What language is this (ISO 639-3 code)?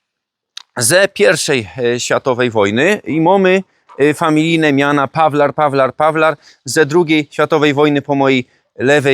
szl